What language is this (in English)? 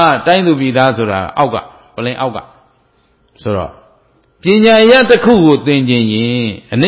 Burmese